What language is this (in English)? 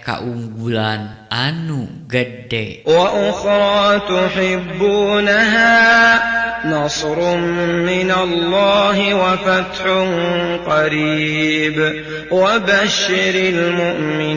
Sundanese